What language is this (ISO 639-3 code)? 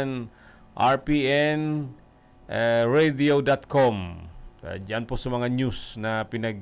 bik